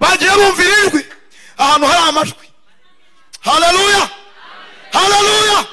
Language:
Kinyarwanda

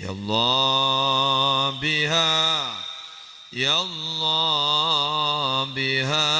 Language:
Madurese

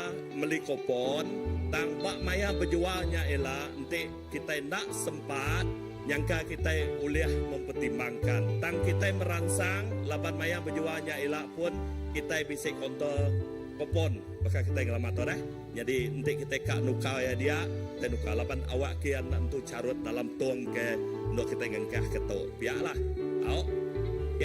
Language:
Iban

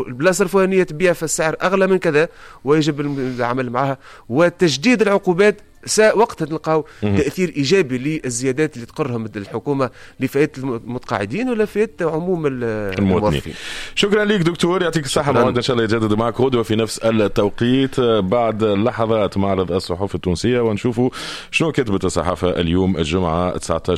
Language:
Tunisian Arabic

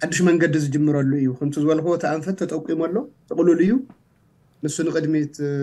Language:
Tigrinya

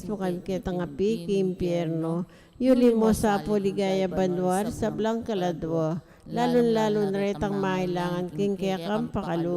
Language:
Pampanga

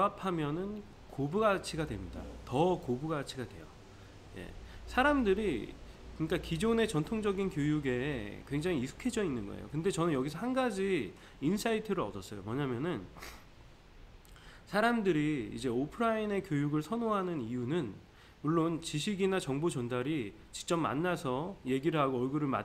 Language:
Korean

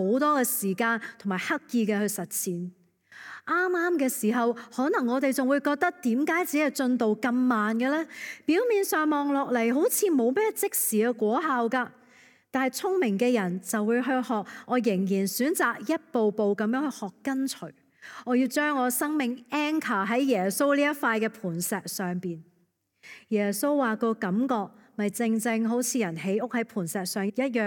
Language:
Cantonese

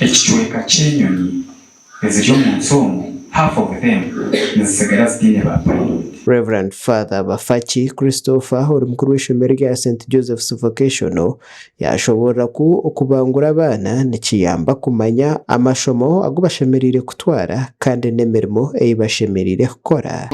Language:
Nyankole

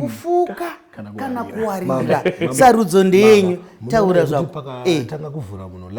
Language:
Shona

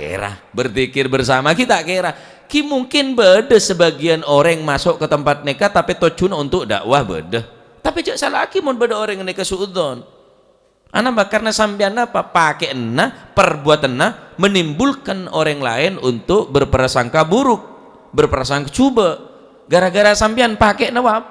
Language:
Madurese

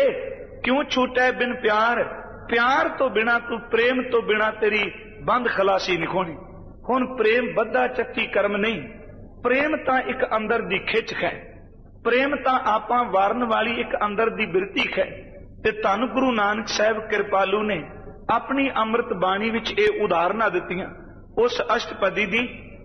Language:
Punjabi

